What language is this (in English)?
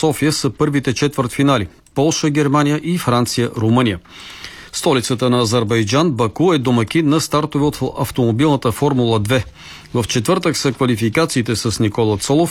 Bulgarian